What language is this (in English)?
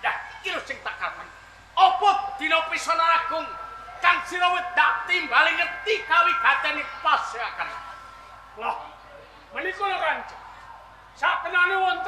Javanese